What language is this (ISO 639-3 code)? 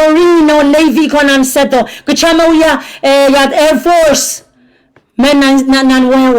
pon